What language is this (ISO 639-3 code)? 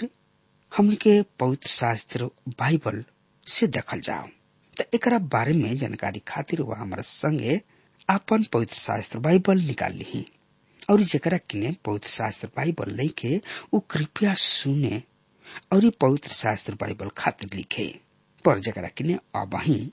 bho